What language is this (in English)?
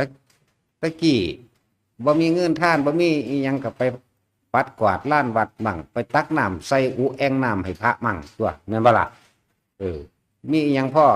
Northeastern Thai